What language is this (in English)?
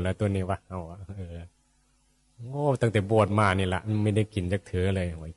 Northeastern Thai